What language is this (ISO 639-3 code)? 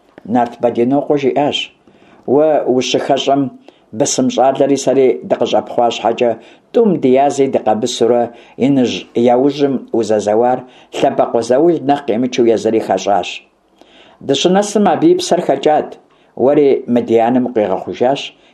kbd